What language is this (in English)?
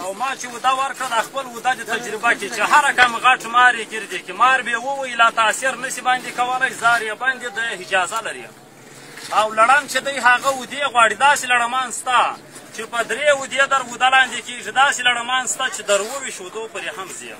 Pashto